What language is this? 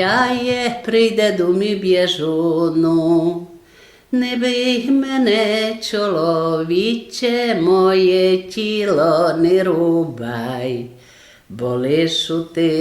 Rusyn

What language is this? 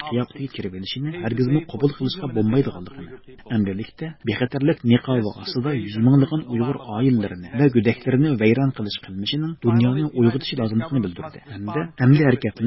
Uyghur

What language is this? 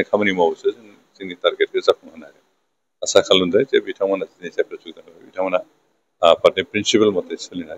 Bodo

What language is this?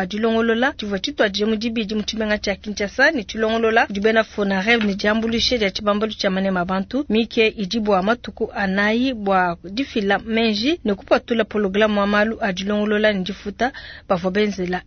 Luba-Lulua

